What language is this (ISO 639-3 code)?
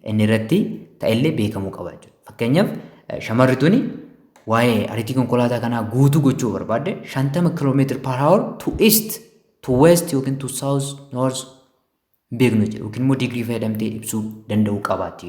orm